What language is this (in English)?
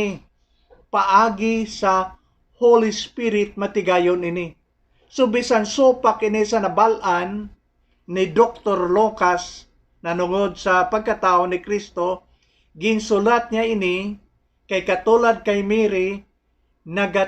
Hiligaynon